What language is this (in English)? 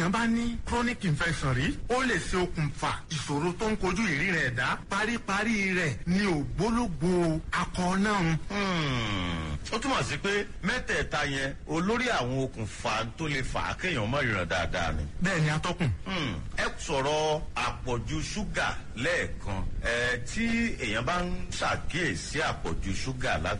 Yoruba